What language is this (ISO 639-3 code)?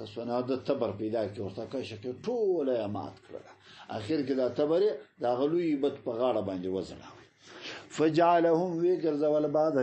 pus